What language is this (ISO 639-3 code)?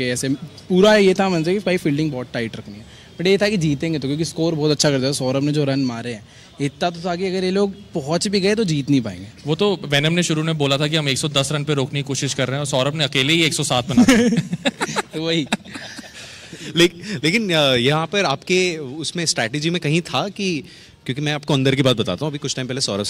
hin